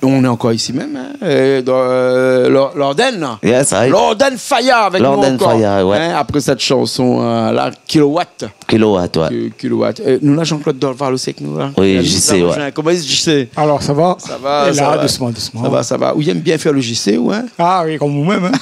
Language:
Réunion Creole French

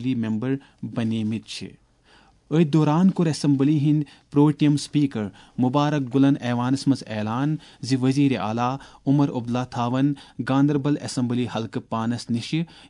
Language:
Kashmiri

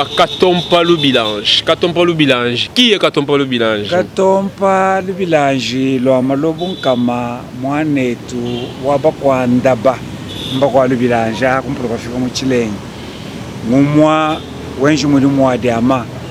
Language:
Luba-Lulua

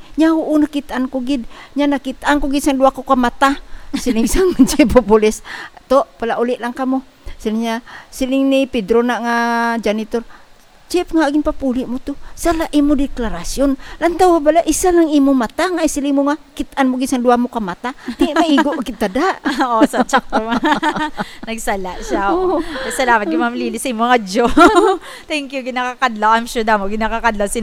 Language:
Hiligaynon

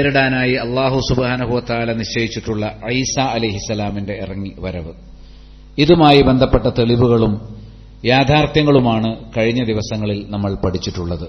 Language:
Malayalam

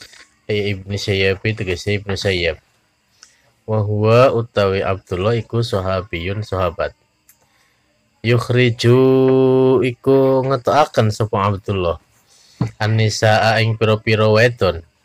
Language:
Javanese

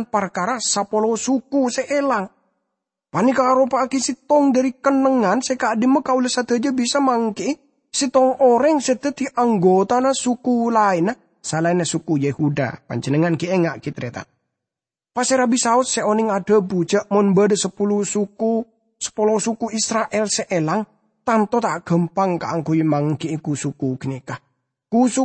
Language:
Madurese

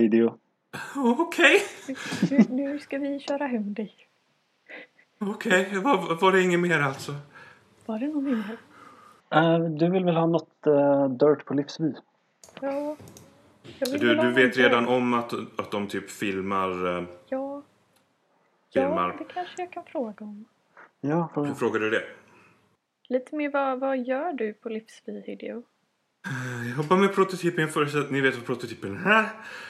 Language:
Swedish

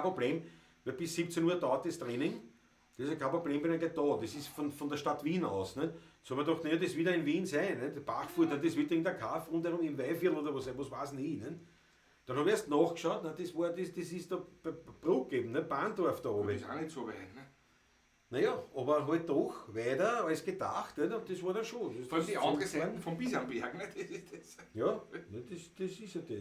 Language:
Bavarian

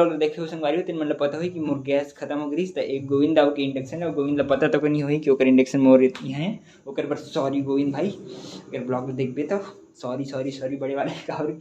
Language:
Chhattisgarhi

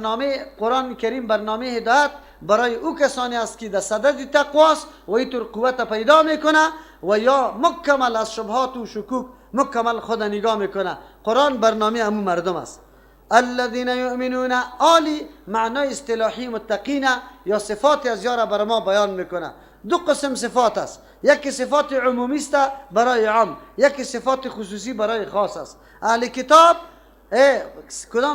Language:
Persian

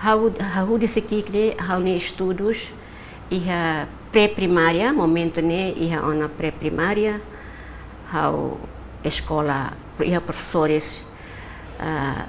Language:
Tetum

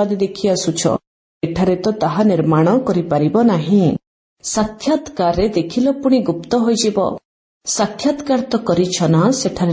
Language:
Odia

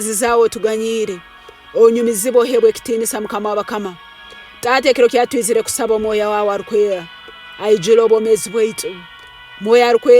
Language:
Tooro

